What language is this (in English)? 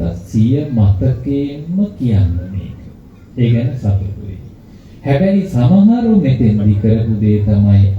Sinhala